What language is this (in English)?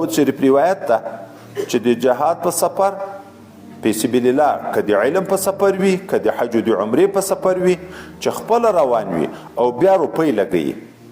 Pashto